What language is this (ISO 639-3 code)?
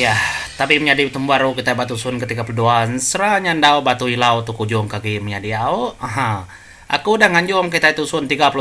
iba